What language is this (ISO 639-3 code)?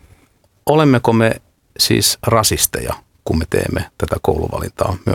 fin